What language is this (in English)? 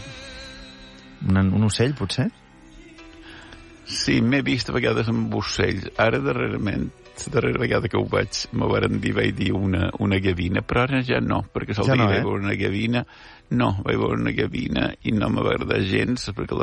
Catalan